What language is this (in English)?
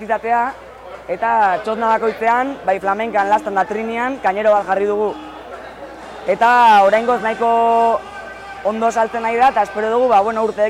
Basque